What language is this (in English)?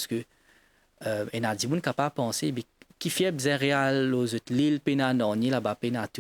Morisyen